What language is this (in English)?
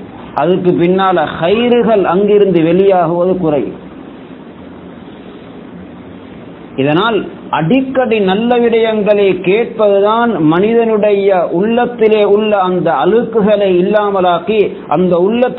Tamil